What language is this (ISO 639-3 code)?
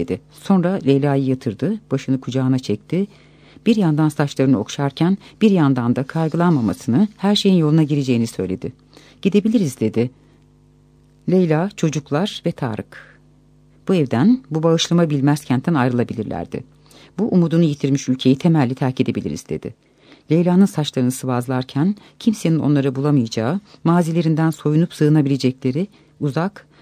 tur